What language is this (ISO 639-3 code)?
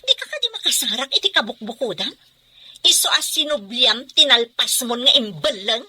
ilo